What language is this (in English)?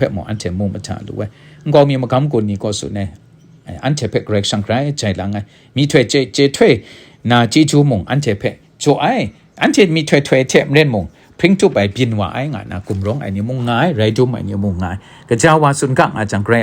Kachin